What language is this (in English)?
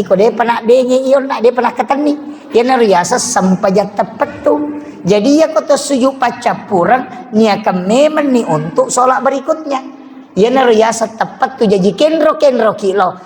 Buginese